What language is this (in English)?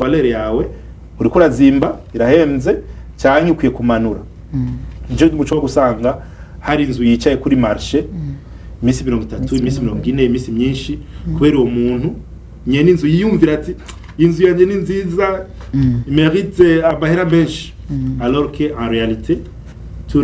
Rundi